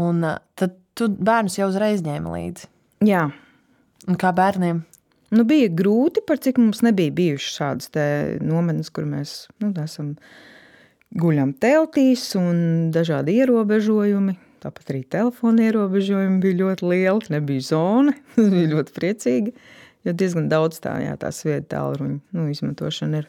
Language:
Latvian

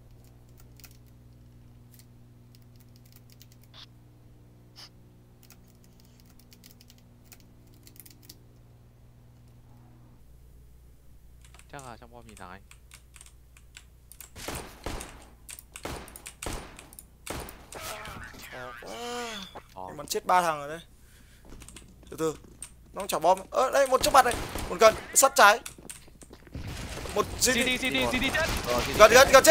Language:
Vietnamese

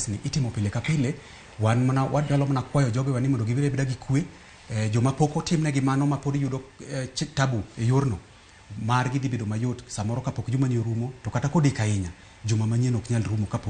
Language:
Luo (Kenya and Tanzania)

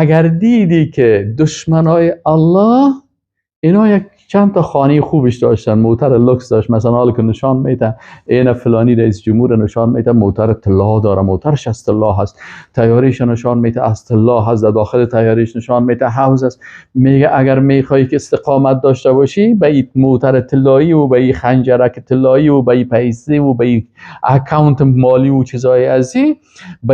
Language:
Persian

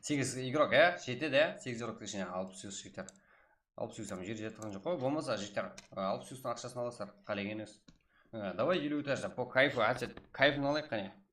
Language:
Kara-Kalpak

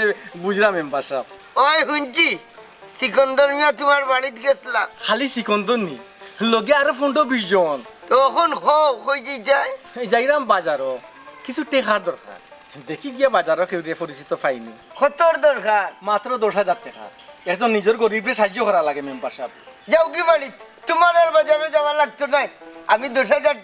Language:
Sylheti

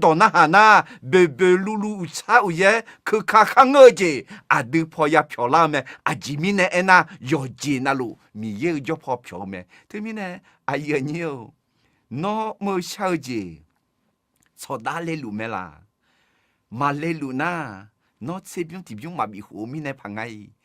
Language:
Akha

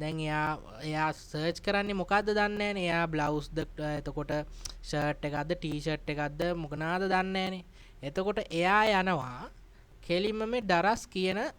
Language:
Sinhala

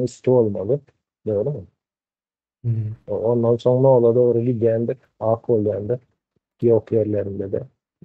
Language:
Turkmen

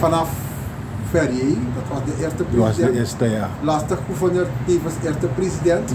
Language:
Sranan Tongo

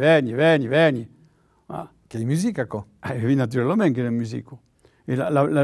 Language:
Occitan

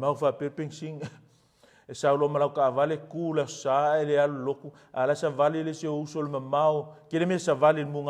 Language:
Samoan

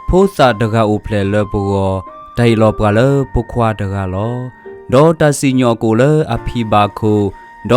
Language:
S'gaw Karen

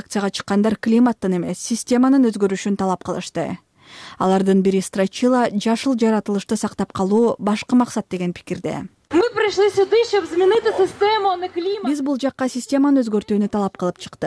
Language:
Kyrgyz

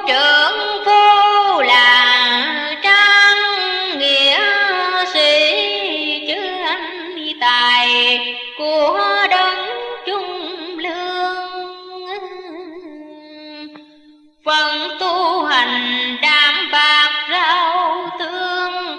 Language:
Vietnamese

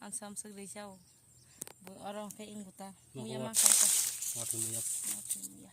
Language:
Kok Borok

